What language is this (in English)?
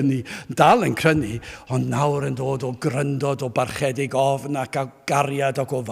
Welsh